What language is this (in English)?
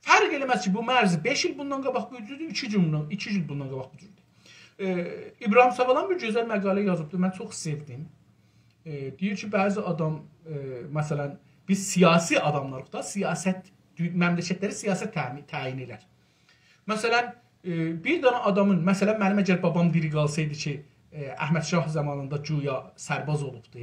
South Azerbaijani